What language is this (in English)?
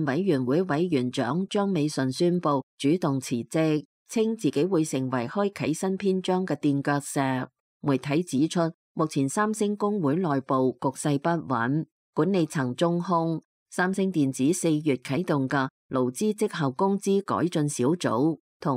Cantonese